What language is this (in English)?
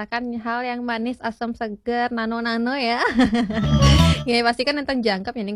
Balinese